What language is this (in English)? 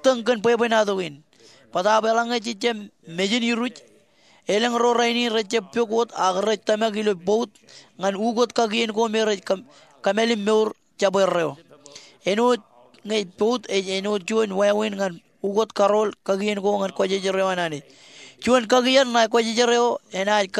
Marshallese